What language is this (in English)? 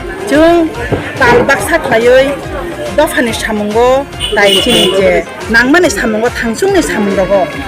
Kok Borok